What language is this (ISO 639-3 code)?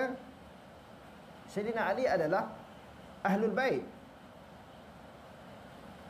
msa